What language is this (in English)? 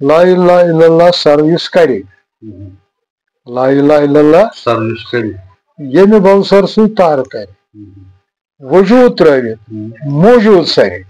Kashmiri